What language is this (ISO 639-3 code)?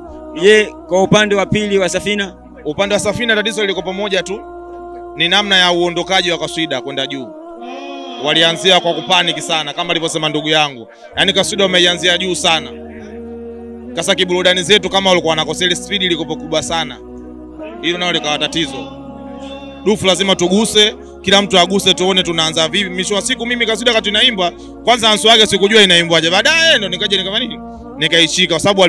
swa